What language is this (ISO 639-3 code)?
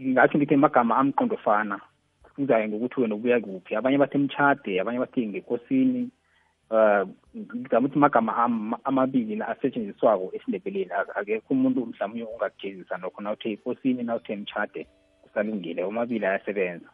nbl